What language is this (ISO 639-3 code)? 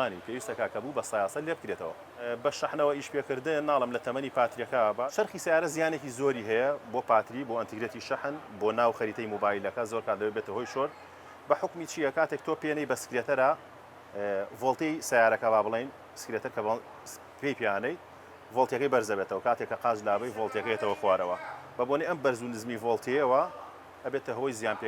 ckb